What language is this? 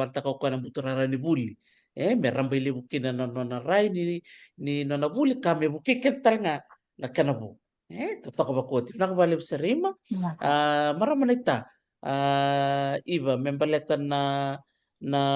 Fijian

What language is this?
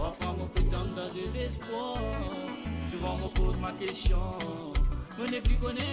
Morisyen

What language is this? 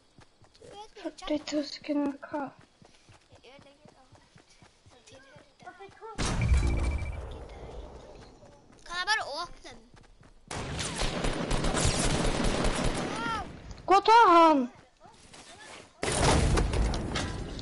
Norwegian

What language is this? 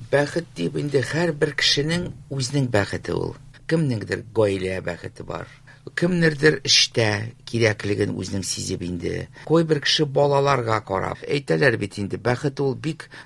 Tatar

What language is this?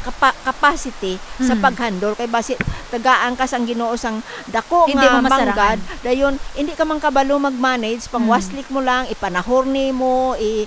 Hiligaynon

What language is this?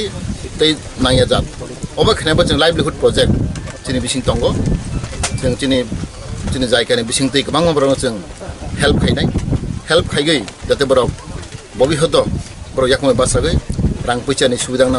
Kok Borok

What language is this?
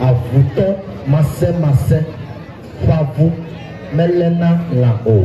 Ewe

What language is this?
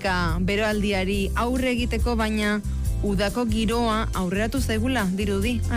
Basque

